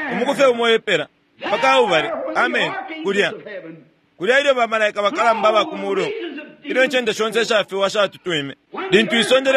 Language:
Bemba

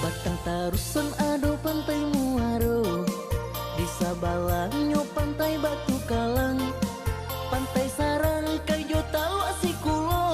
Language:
Minangkabau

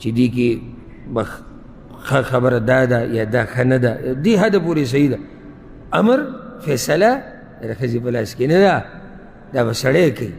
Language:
Pashto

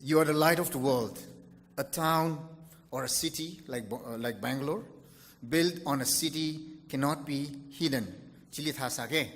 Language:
Tangkhul Naga (India)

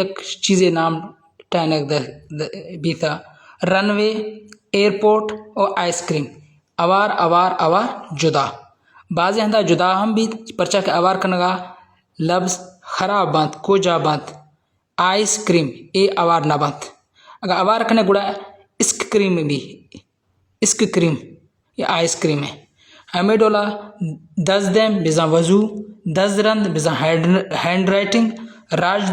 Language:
Baluchi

